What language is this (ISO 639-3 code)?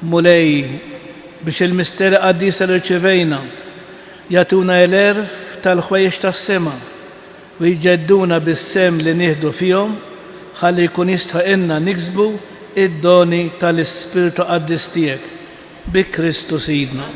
mlt